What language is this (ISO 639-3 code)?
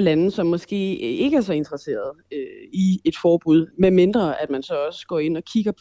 dan